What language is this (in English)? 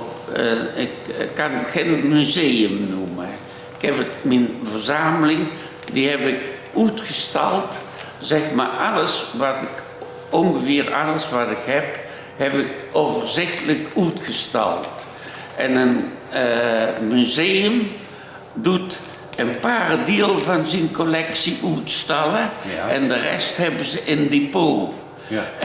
Limburgish